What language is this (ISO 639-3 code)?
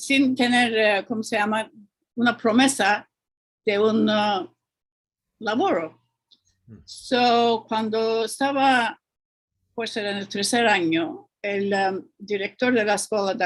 lad